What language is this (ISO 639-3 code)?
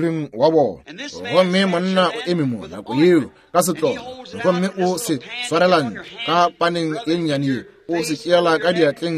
nso